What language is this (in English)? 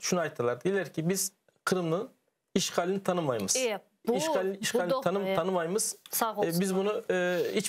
Crimean Tatar